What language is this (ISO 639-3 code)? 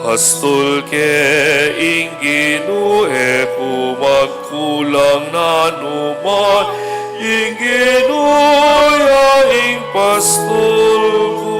pam